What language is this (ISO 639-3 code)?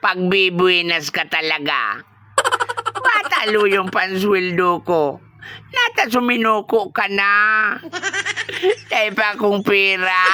bik